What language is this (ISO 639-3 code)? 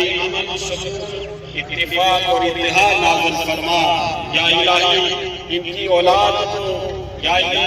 phr